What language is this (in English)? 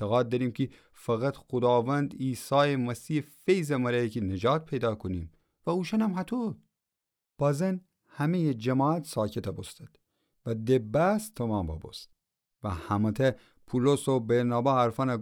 Gilaki